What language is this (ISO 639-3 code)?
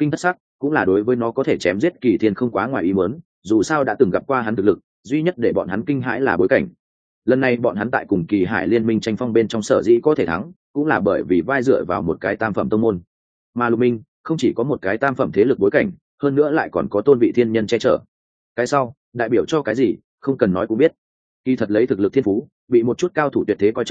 vie